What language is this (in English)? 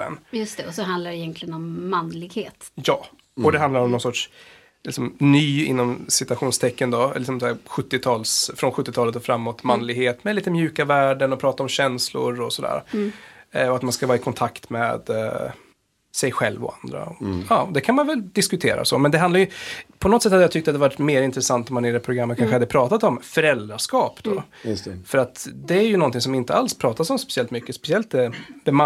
Swedish